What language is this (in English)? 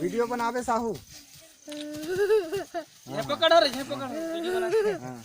Chhattisgarhi